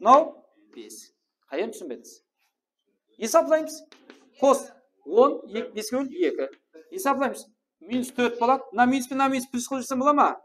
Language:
Kara-Kalpak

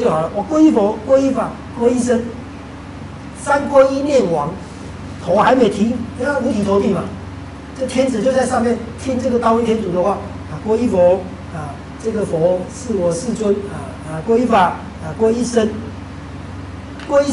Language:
Chinese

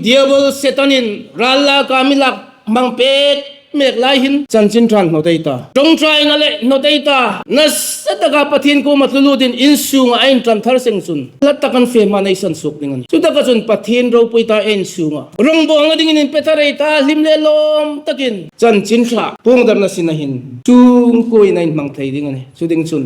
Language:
Hmar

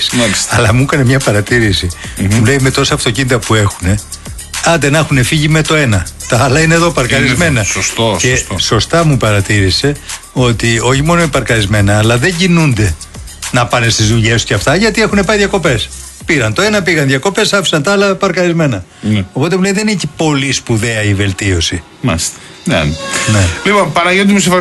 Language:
Greek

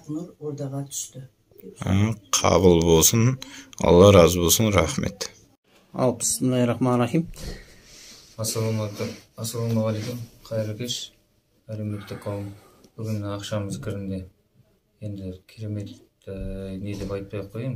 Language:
Kazakh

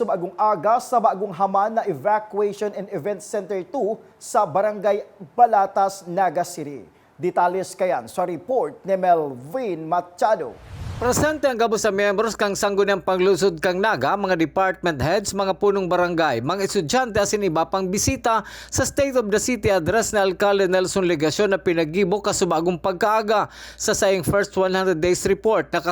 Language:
Bikol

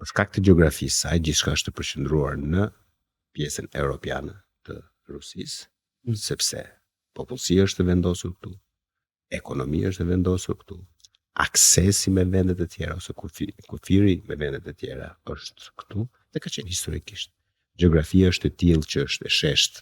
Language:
Albanian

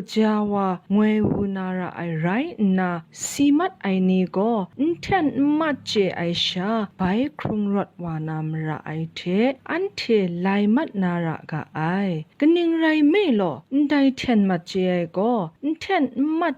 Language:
Kachin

